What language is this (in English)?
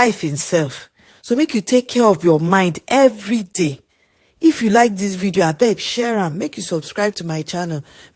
Nigerian Pidgin